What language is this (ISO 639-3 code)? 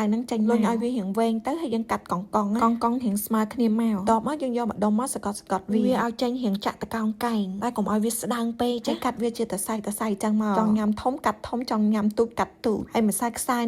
khm